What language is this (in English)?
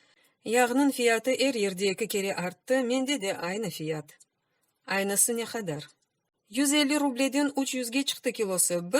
Crimean Tatar